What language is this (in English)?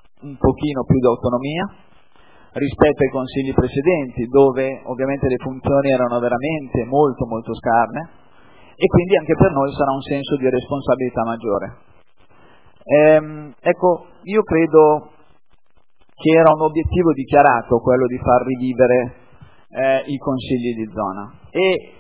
Italian